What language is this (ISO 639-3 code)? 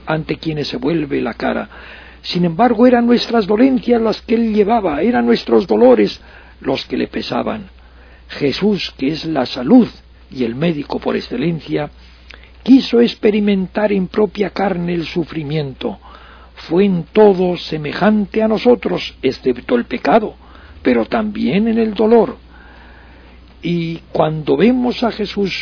spa